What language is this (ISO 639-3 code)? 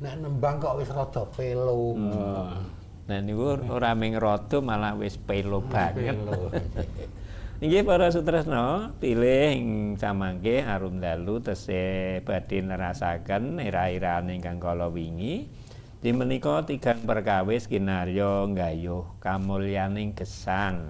jav